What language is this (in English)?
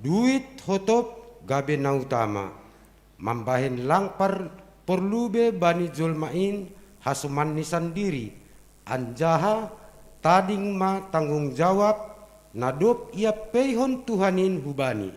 Batak Simalungun